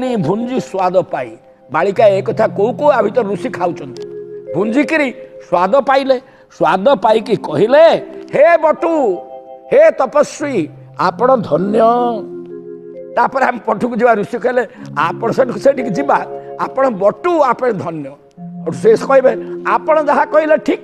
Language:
Odia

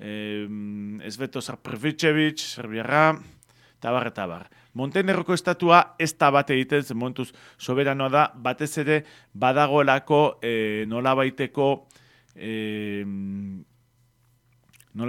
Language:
Basque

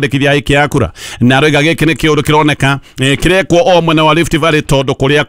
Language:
Kikuyu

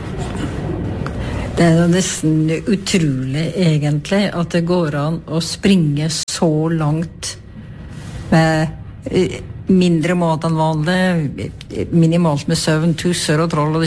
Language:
Norwegian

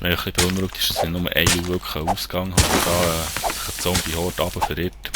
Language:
Swiss German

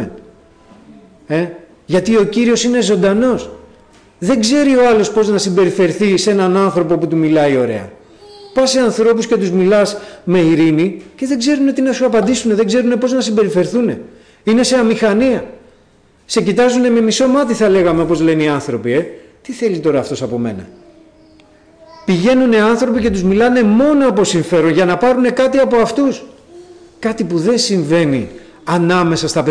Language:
Greek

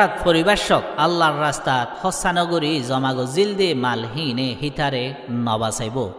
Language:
Rohingya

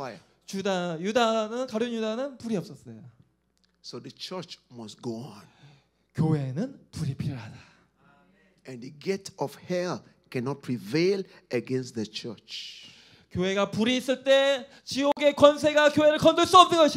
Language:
Korean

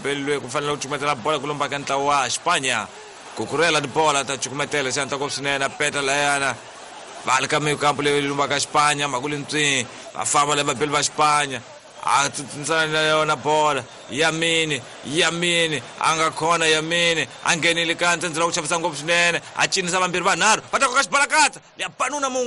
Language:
Tsonga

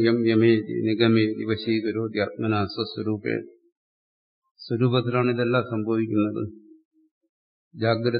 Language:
Malayalam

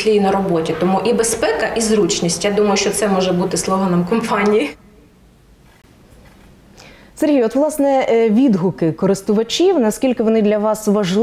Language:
Ukrainian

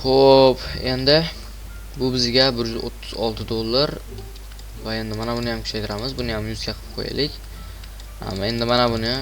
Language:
Uzbek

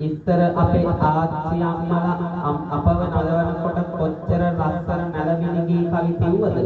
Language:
Sinhala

